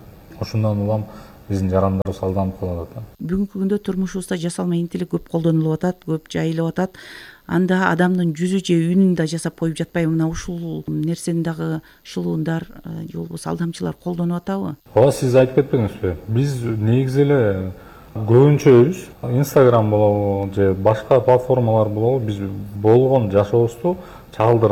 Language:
Kyrgyz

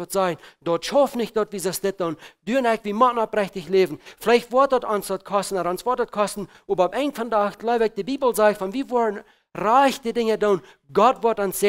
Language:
Plautdietsch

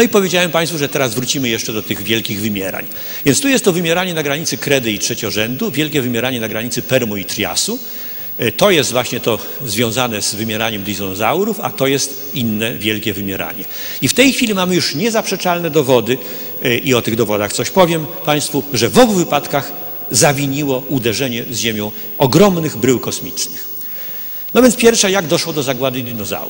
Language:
Polish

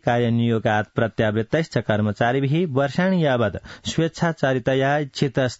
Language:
Sanskrit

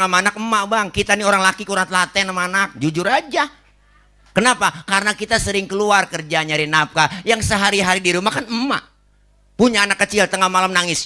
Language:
Betawi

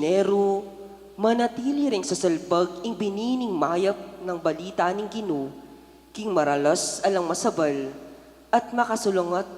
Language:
Pampanga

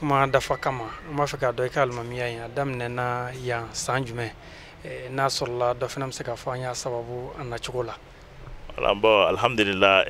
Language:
Bambara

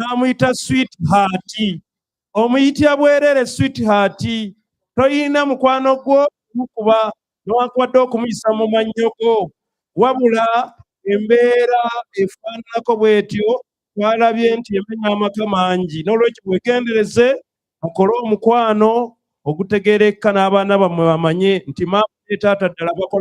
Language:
Ganda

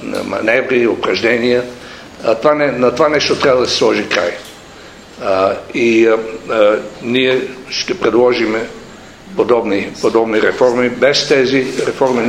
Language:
Bulgarian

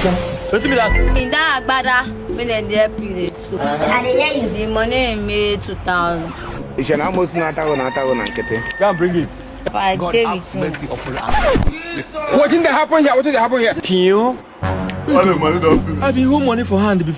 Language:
Nigerian Pidgin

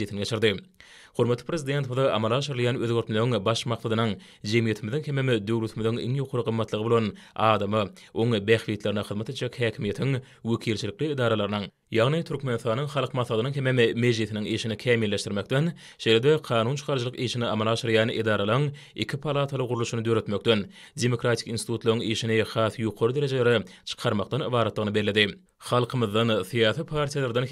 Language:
Turkmen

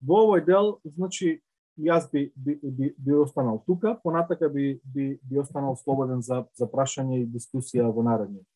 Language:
Macedonian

